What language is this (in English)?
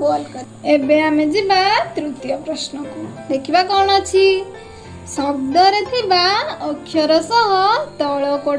Odia